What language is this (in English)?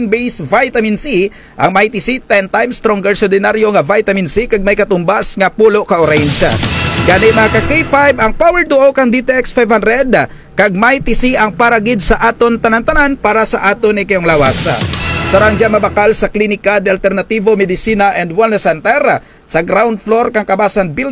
Kinaray-a